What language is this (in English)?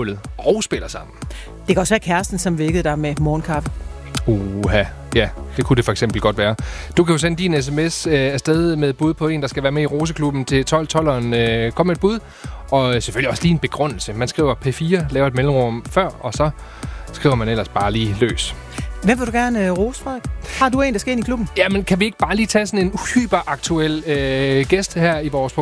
Danish